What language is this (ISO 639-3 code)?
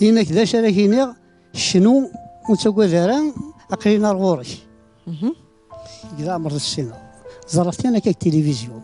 kab